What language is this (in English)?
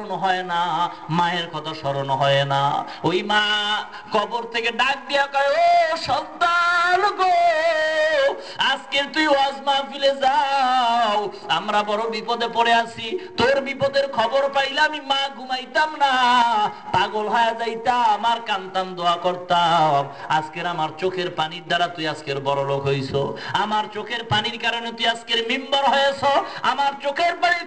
Bangla